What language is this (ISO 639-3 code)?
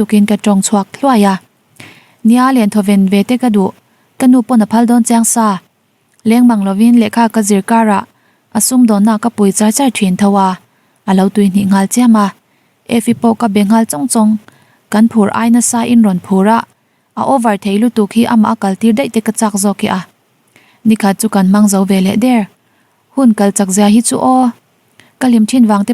lus